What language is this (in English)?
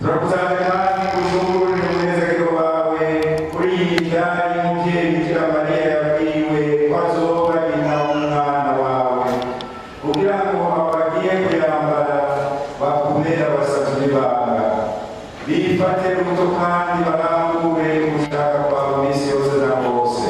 Rundi